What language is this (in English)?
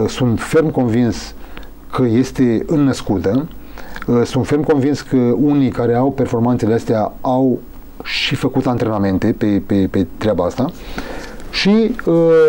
Romanian